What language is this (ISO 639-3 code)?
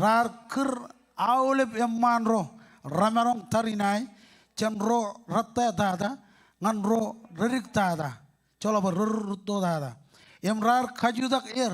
mah